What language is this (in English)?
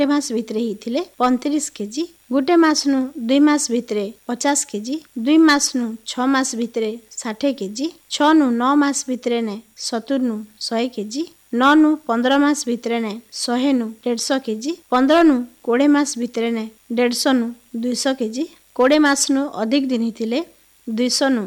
Odia